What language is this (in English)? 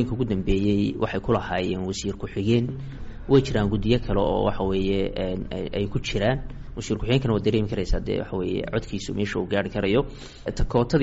Somali